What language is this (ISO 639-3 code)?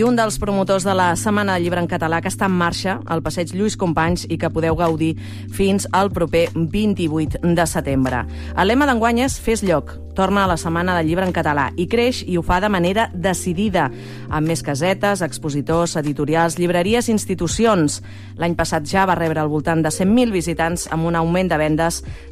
cat